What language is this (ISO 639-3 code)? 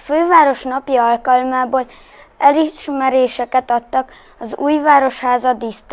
hun